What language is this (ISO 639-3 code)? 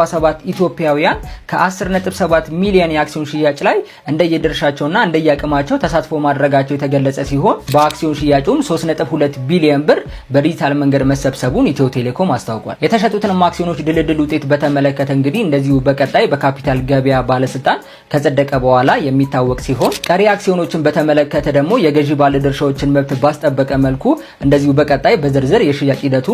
amh